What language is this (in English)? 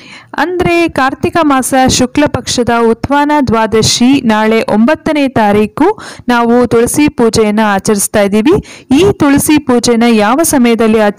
Kannada